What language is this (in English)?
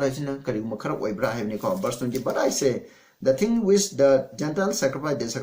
Manipuri